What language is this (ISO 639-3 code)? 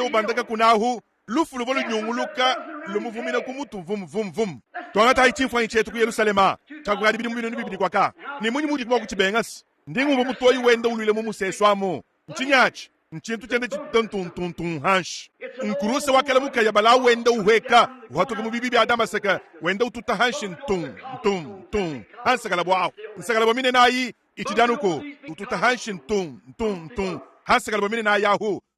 lua